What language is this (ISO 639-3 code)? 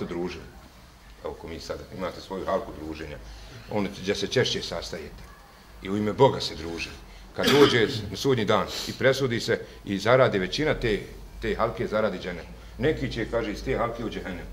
bos